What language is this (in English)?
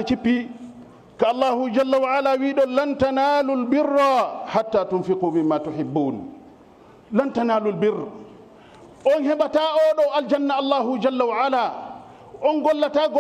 Fula